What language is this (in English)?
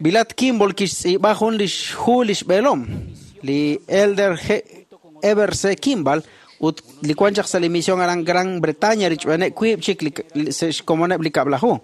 Kekchí